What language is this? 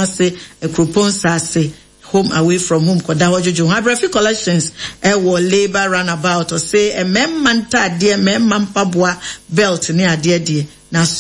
Akan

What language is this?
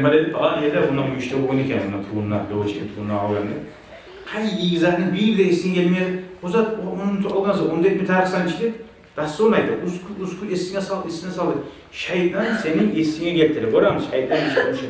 Kumyk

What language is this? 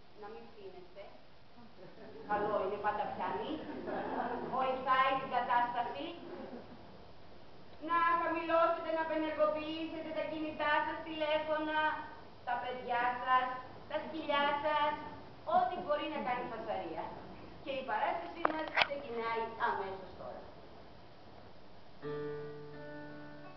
Greek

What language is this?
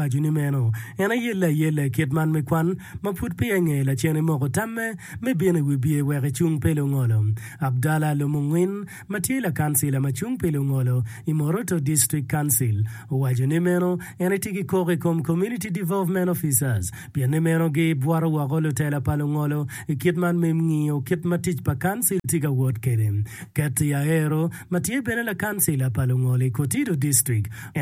Acoli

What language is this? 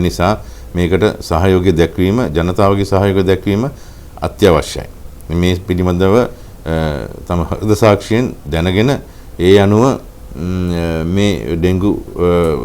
Sinhala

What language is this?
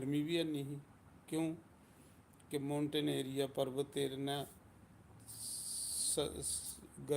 Dogri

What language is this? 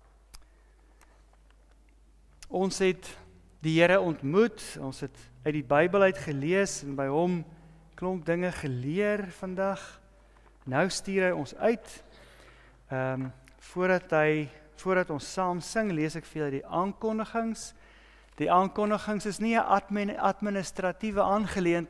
Afrikaans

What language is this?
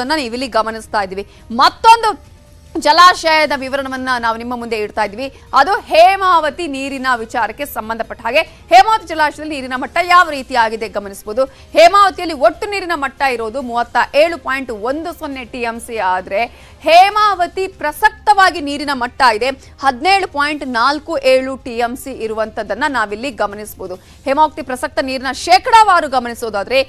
Kannada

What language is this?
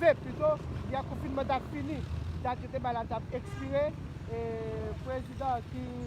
Haitian Creole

